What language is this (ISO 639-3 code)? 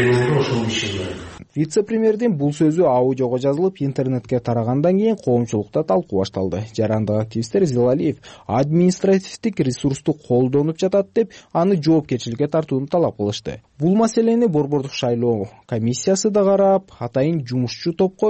kir